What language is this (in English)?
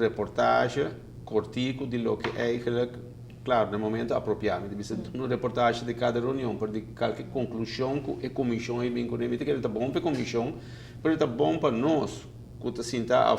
Papiamento